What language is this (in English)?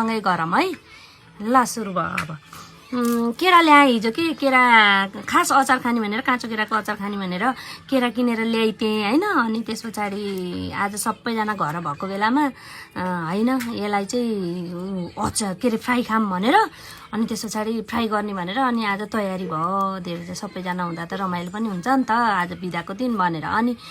Nepali